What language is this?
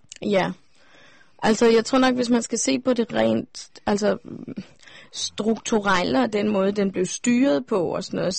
Danish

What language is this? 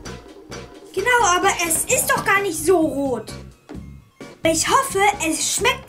German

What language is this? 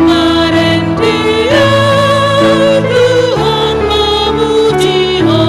Batak Toba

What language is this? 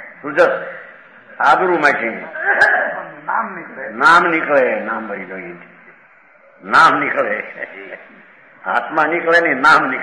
Gujarati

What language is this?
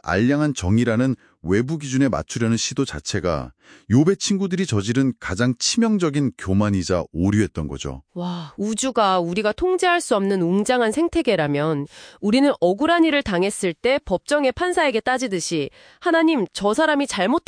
Korean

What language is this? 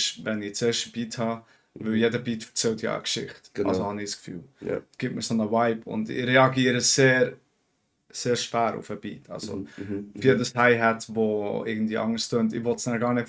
Swiss German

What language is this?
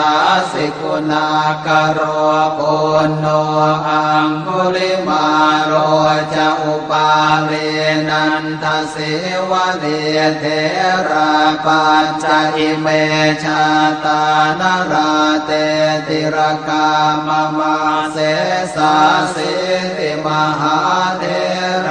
Pali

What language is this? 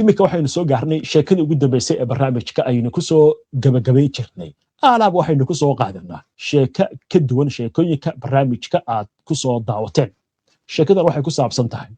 Somali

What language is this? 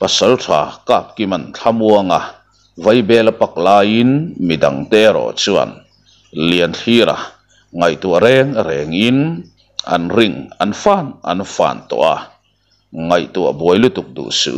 Mizo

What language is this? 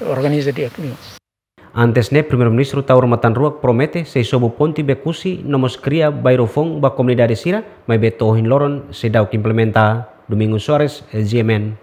Tetum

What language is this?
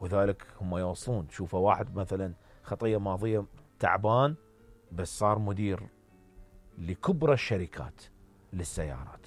Mesopotamian Arabic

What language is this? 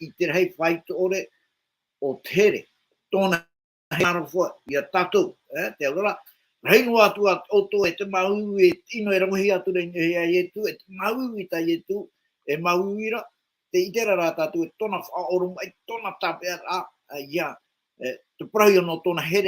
Tahitian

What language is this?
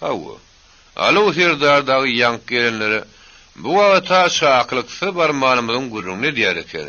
Turkmen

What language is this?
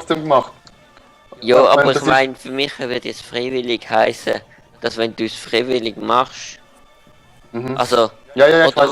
Swiss German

